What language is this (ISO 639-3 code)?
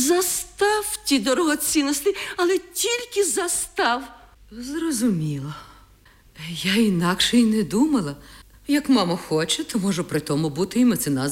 ukr